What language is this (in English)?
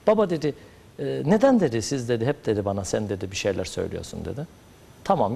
Turkish